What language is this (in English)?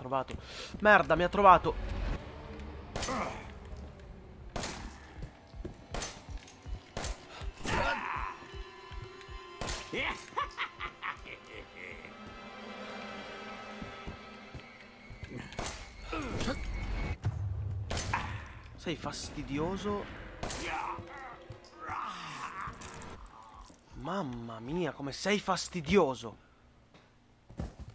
Italian